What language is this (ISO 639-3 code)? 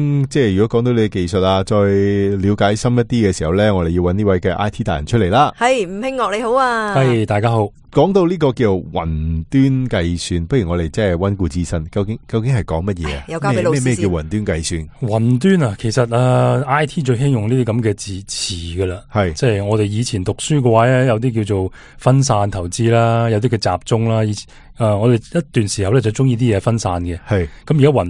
yue